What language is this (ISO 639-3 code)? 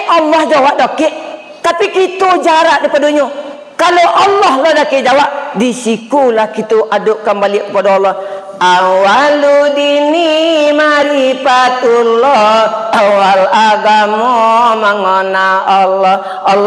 min